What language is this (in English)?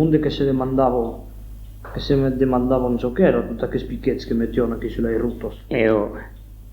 Occitan